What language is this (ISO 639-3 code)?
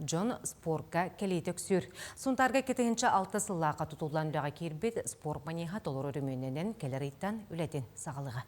sah